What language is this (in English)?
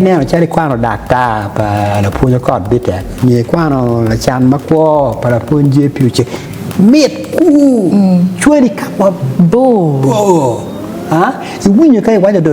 Acoli